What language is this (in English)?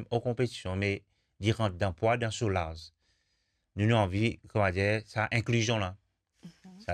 Morisyen